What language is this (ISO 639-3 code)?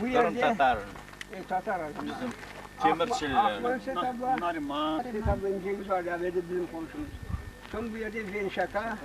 crh